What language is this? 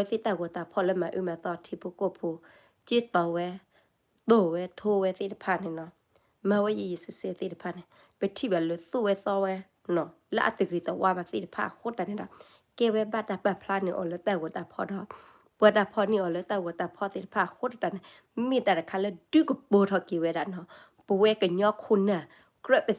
S'gaw Karen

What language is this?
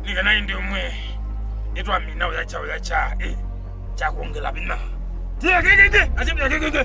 Kamba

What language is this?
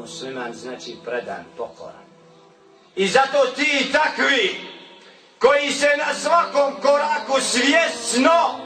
Bosnian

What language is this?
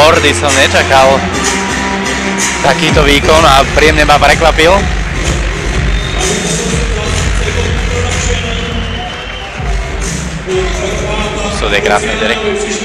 Slovak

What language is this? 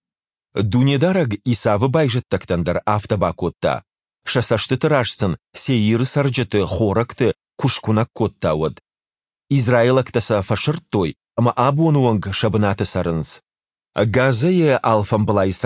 Ossetic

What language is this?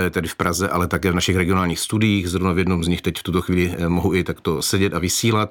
Czech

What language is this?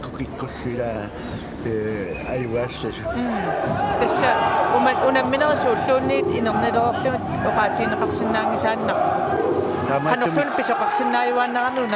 Kalaallisut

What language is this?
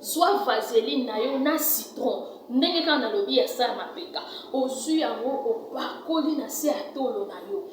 Lingala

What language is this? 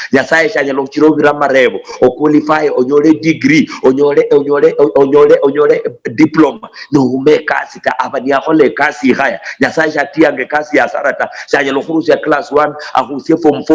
Luyia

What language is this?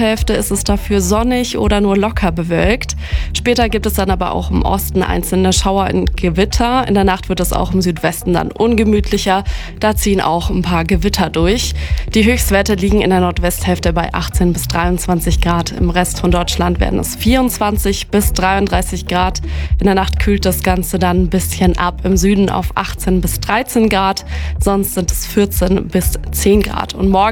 German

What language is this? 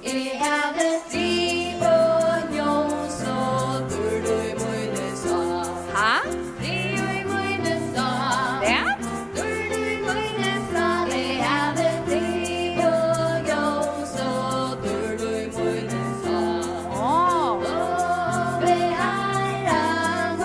Faroese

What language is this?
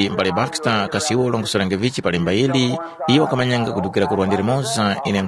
Tumbuka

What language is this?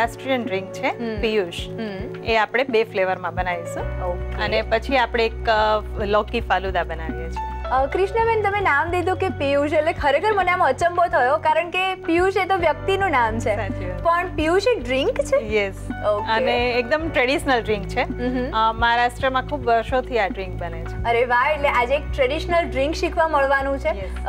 Gujarati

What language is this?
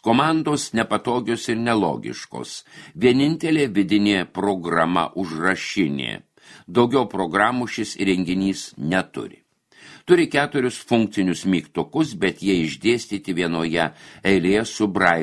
Lithuanian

